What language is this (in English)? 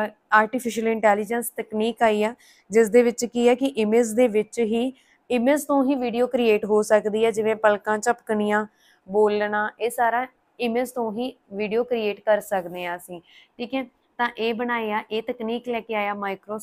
Punjabi